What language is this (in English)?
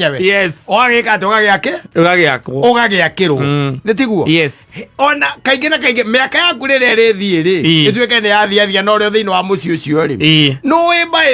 Kikuyu